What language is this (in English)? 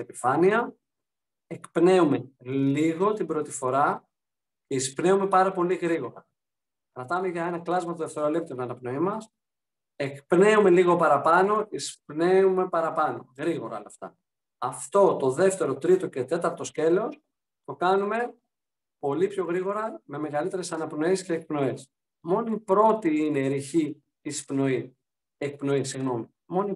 Greek